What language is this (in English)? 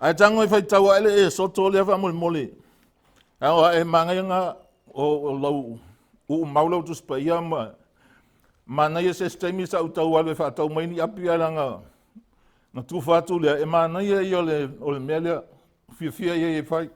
Samoan